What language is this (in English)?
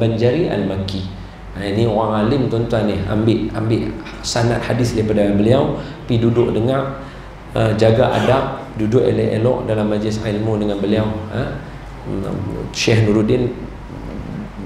Malay